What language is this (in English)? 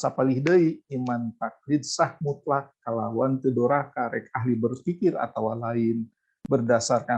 Sundanese